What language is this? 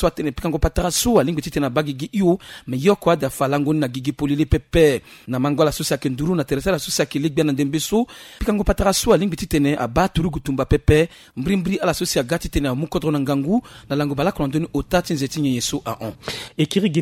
Sango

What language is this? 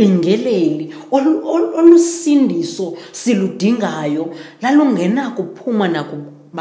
Xhosa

